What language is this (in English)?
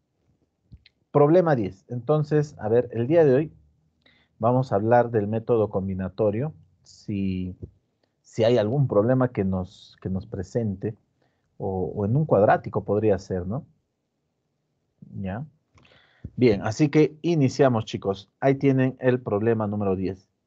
Spanish